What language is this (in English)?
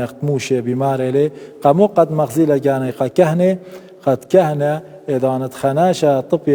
Assyrian Neo-Aramaic